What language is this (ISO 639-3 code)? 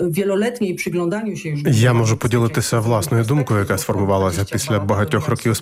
ukr